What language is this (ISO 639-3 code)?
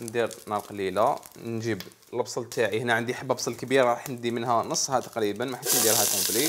arq